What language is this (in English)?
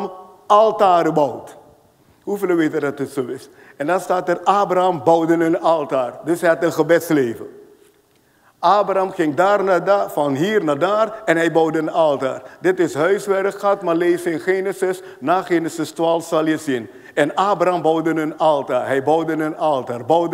Dutch